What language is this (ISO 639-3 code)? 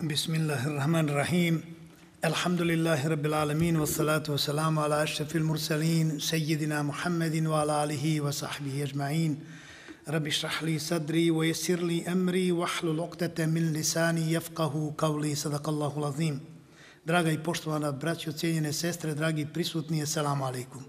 bos